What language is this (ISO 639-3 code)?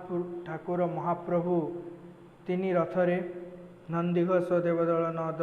ori